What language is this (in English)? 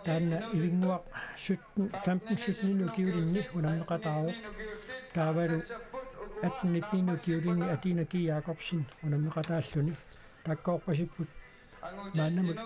Kalaallisut